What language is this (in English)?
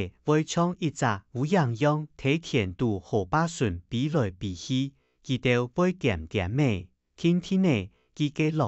Hakka Chinese